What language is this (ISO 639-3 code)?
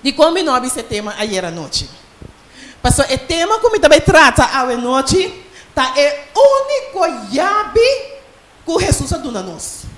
pap